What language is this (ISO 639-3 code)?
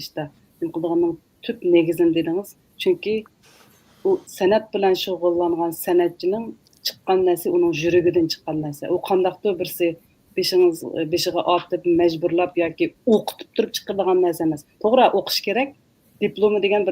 uig